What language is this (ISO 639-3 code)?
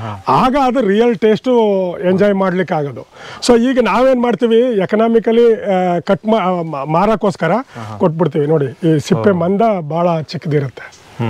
kan